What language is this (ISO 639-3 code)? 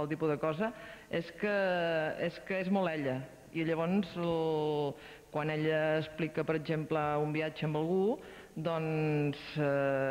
cat